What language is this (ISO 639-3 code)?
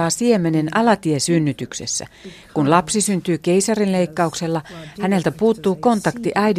fin